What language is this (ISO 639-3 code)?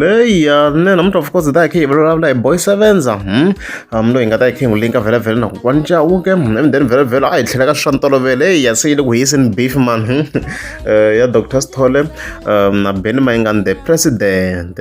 tso